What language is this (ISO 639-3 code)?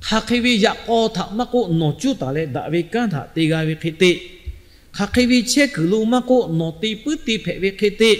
lhu